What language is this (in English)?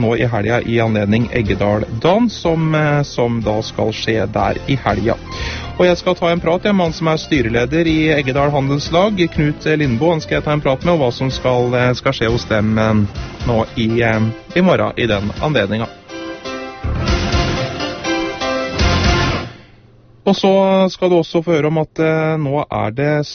Norwegian